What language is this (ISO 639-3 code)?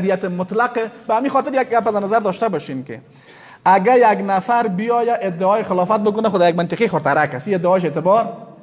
fas